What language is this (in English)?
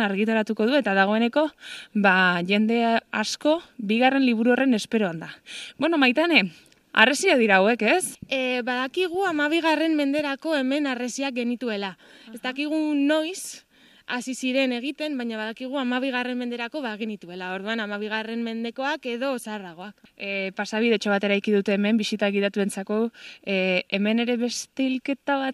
Basque